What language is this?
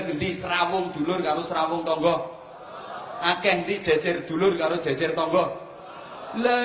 Javanese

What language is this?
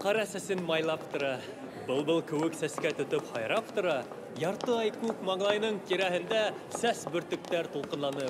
Bashkir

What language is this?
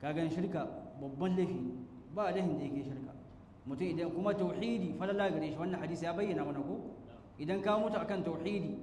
Hausa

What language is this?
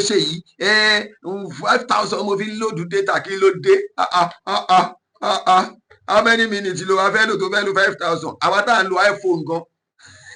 Yoruba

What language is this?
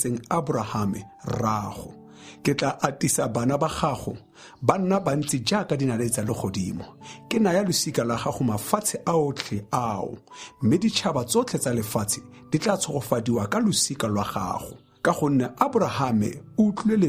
Tswana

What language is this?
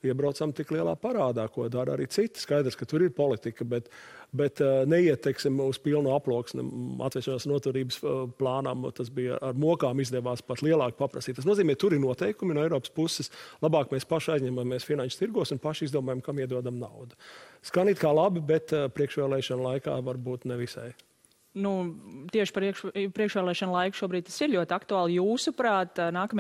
Latvian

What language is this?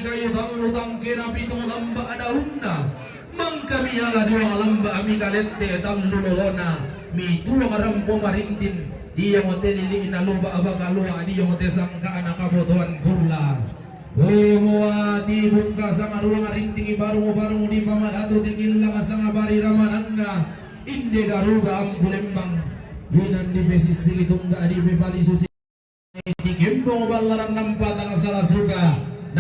Toraja-Sa'dan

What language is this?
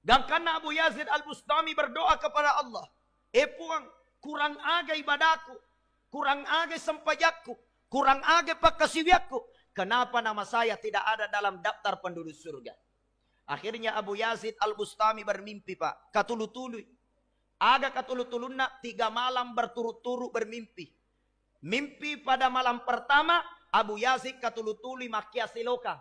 Buginese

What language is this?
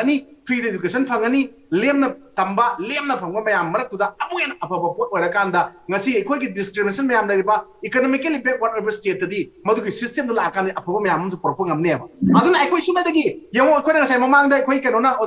Manipuri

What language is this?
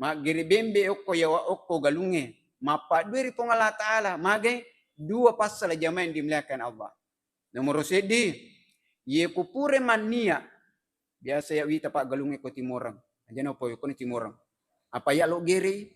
Buginese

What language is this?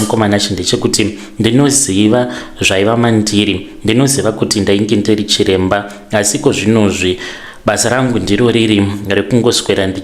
Shona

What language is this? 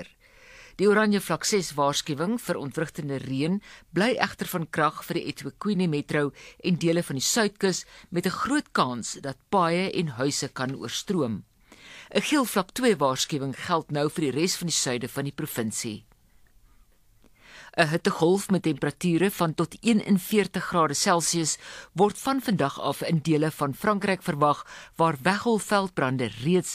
Afrikaans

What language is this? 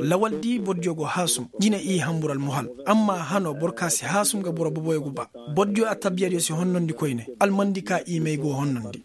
Koyraboro Senni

